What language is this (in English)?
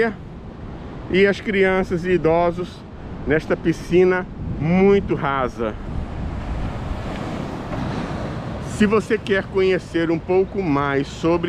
Portuguese